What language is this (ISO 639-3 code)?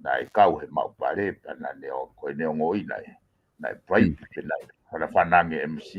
ton